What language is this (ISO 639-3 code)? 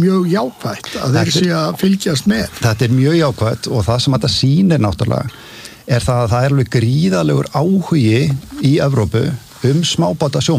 isl